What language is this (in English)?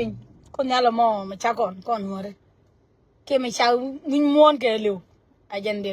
Nuer